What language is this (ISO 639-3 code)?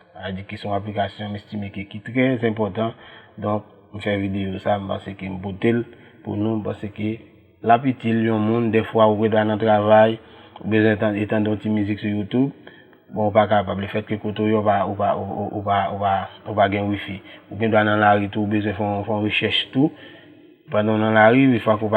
hat